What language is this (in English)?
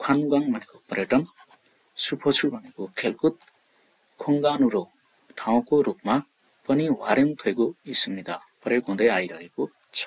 Nepali